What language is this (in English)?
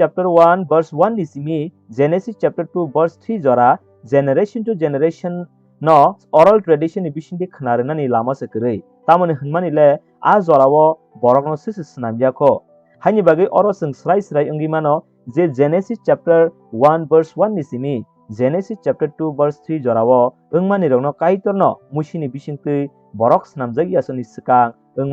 Kok Borok